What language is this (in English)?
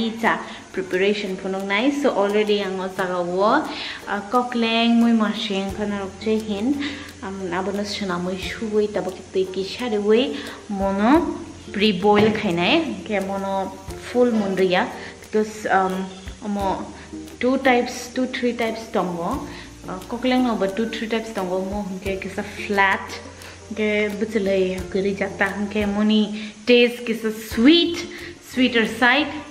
Kok Borok